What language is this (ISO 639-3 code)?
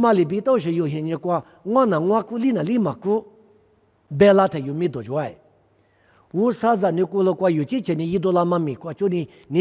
lis